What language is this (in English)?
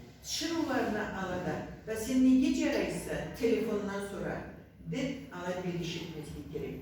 Karachay-Balkar